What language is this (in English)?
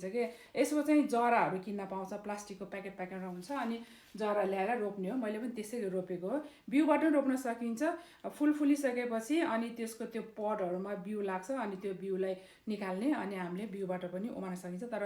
Nepali